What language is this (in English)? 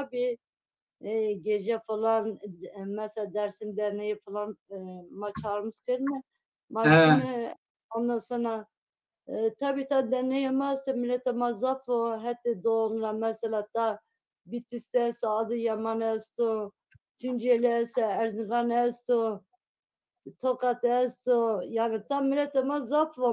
Zaza